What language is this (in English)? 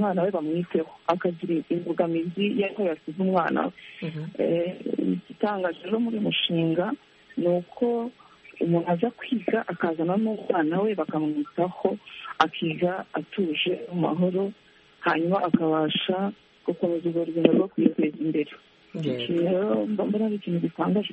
Kinyarwanda